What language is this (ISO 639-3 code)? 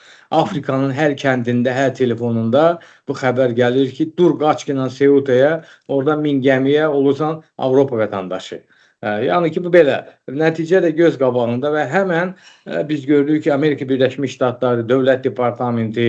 aze